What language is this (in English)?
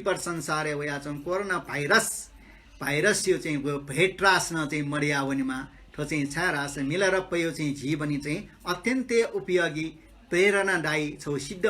Newari